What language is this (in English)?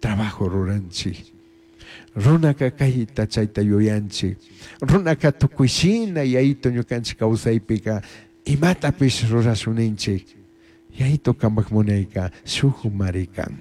Chimborazo Highland Quichua